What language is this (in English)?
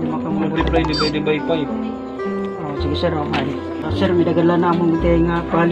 Waray